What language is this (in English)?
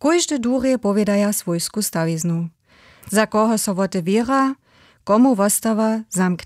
Upper Sorbian